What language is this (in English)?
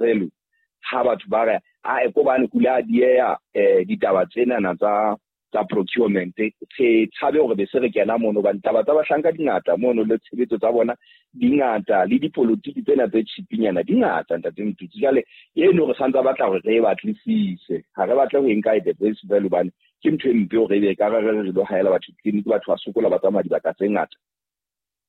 Southern Sotho